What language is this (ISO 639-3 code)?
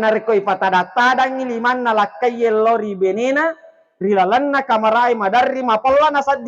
bug